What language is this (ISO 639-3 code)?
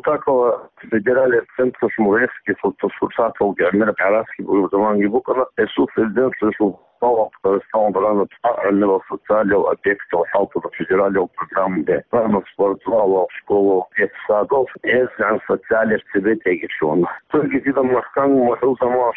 ava